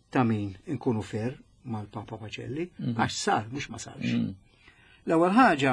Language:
Maltese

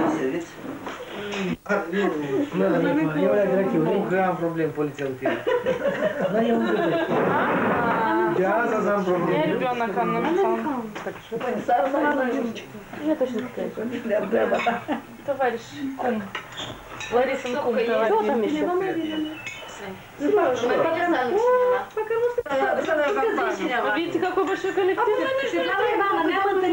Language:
Romanian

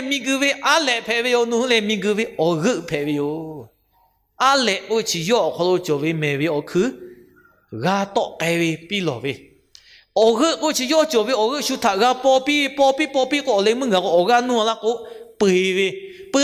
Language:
Lahu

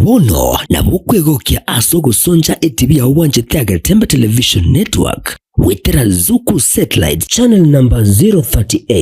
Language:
Gusii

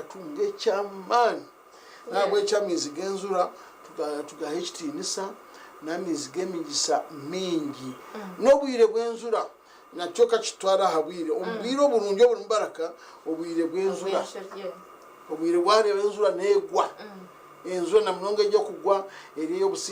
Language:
Nyankole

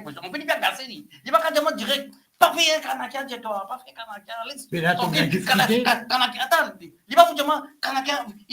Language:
Morisyen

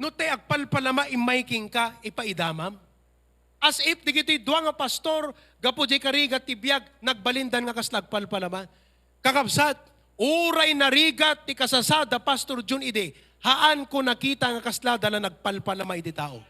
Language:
Iloko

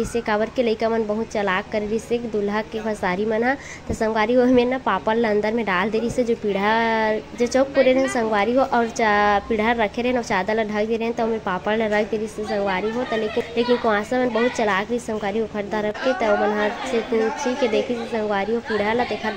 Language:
Chhattisgarhi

